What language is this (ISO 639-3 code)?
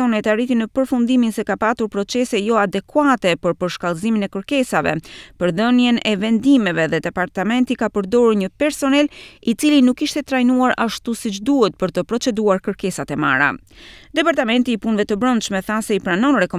sqi